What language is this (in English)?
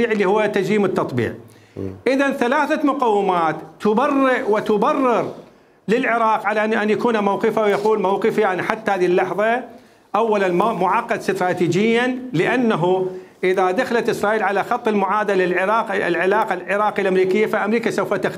Mesopotamian Arabic